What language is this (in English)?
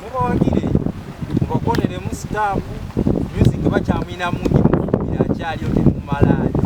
Ganda